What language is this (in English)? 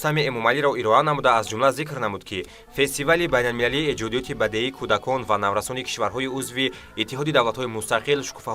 Tajik